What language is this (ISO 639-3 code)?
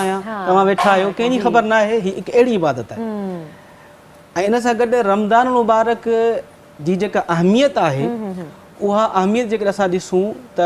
snd